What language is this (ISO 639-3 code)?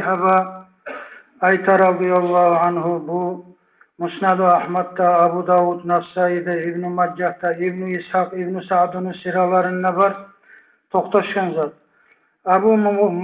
kum